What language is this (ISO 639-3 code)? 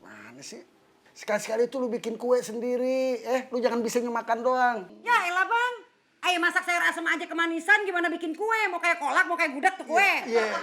bew